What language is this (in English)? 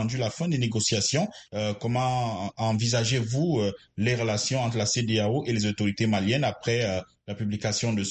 French